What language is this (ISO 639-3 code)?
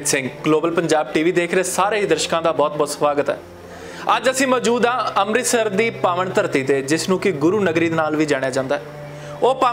pan